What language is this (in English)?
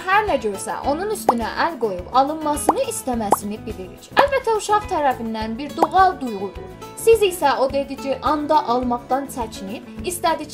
South Azerbaijani